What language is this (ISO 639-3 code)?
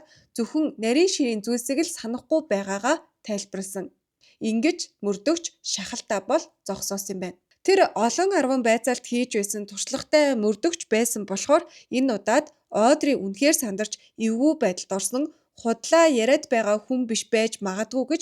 mon